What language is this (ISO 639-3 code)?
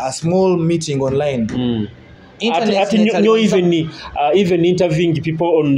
nyo